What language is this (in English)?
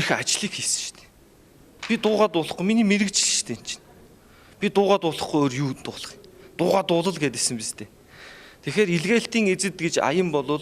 Mongolian